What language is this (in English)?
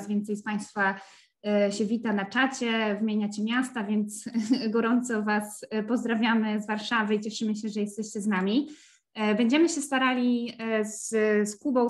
Polish